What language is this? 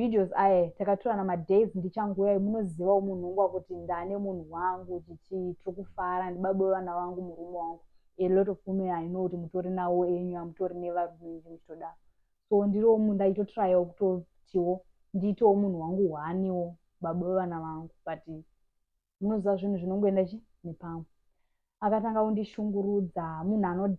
Shona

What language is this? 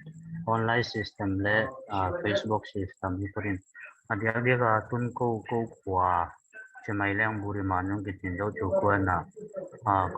Tedim Chin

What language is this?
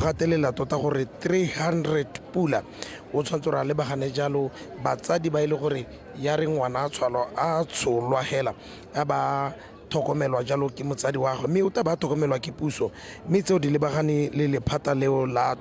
Tswana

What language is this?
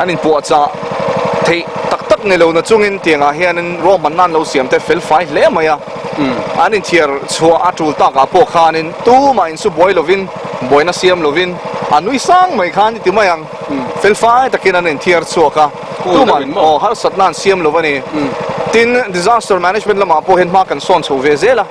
Mizo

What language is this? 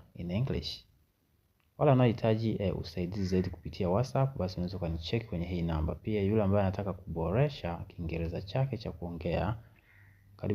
Swahili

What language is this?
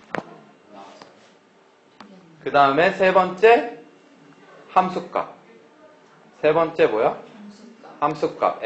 Korean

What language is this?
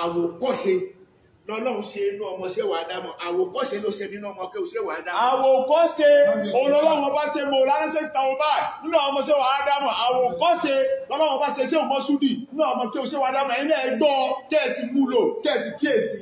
Yoruba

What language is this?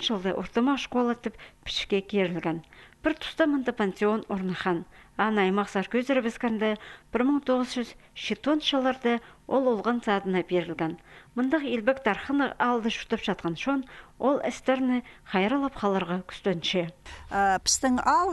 Khakas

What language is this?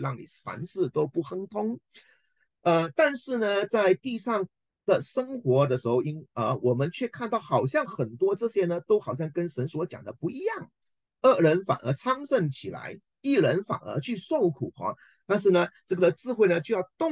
Chinese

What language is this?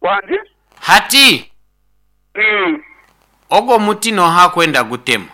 Nyoro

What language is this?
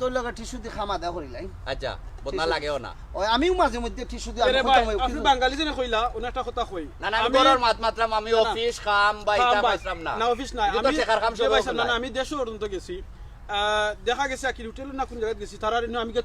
Sylheti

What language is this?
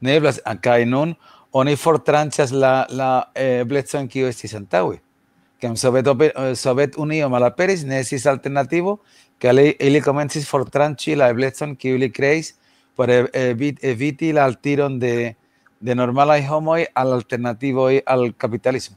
Esperanto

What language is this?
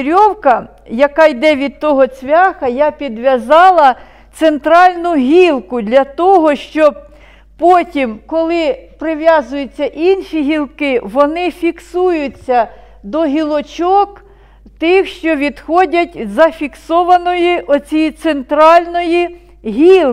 Ukrainian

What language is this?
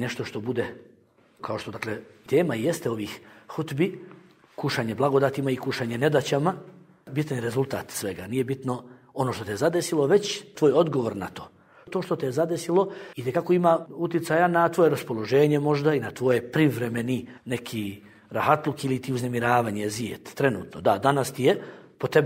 Bosnian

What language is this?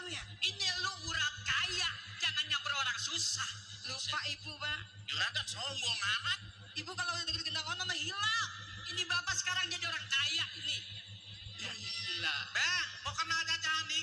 Betawi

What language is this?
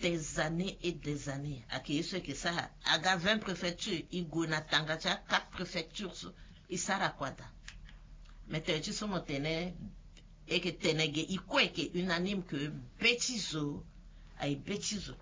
Sango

